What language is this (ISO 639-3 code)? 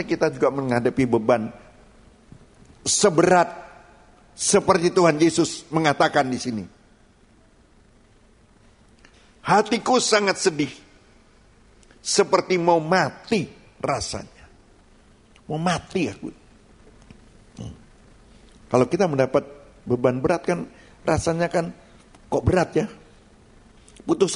ind